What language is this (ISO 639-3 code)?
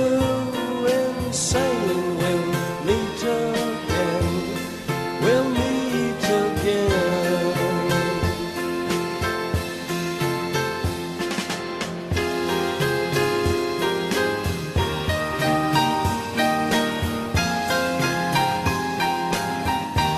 dan